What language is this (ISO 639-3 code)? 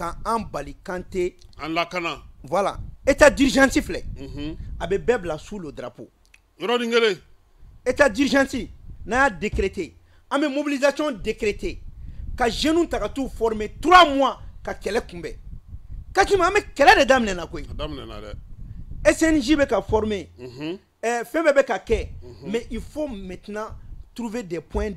bam